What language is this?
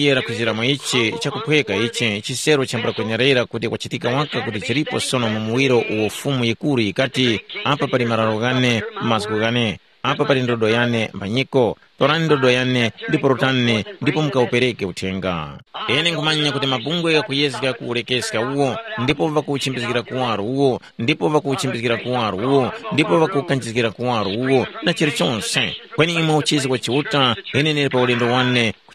Tumbuka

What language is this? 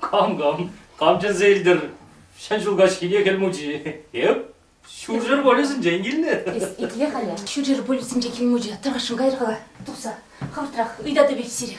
Chuvash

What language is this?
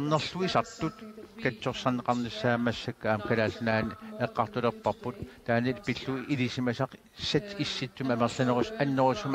Kalaallisut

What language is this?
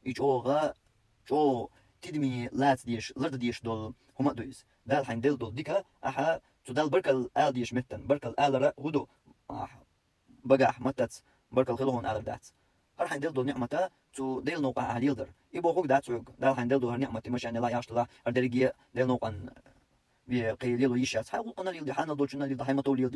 Chechen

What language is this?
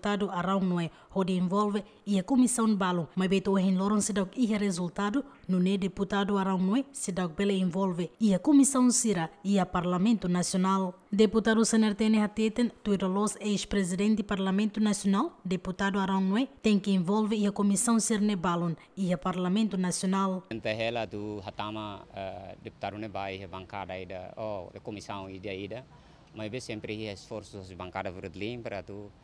Tetum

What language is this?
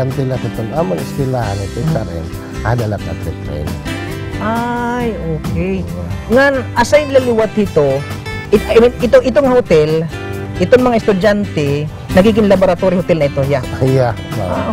Waray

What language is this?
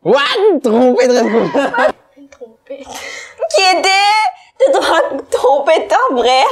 Morisyen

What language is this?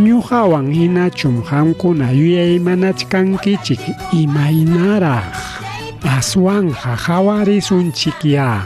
Ayacucho Quechua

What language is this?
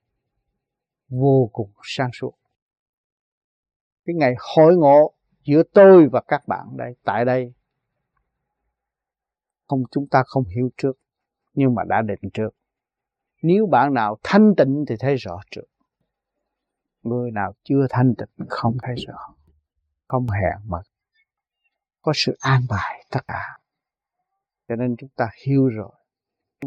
Vietnamese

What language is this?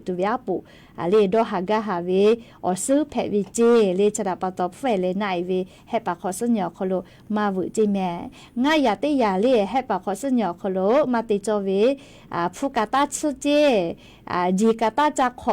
Lahu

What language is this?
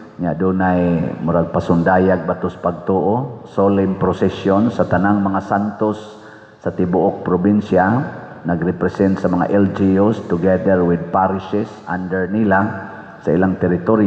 Cebuano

